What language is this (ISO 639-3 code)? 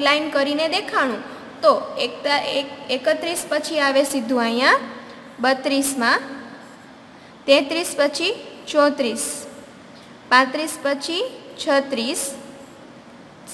guj